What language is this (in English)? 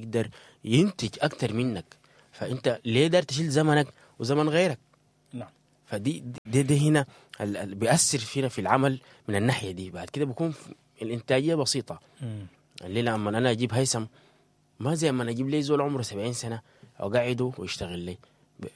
Sudanese Arabic